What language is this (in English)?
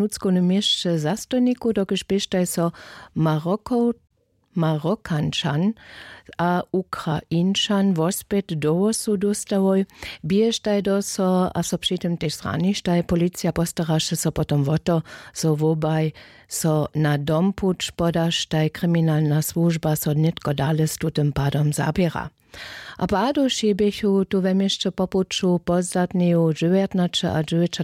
Upper Sorbian